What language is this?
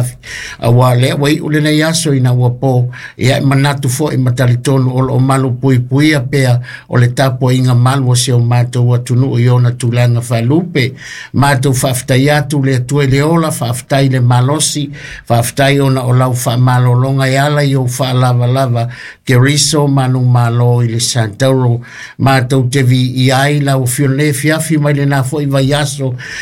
Samoan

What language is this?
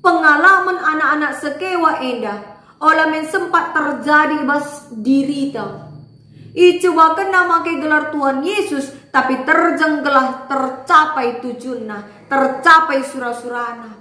Batak Karo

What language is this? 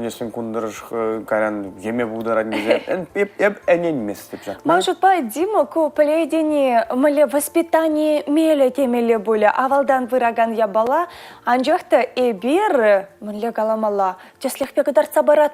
Chuvash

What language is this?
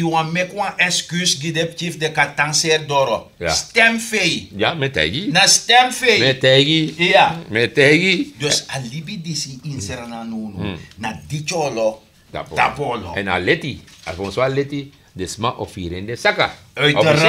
Sranan Tongo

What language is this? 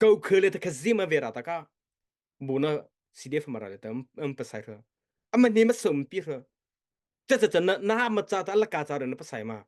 Mara Chin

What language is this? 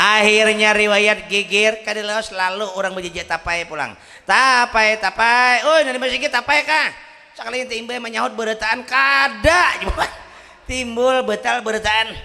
Banjar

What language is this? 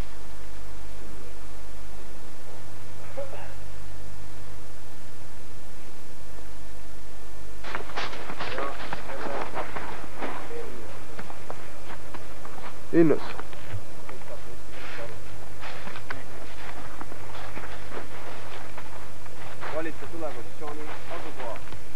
Estonian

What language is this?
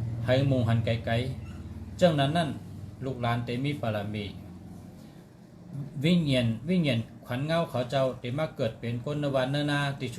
Shan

